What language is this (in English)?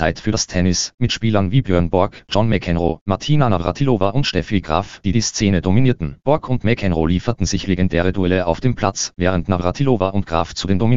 German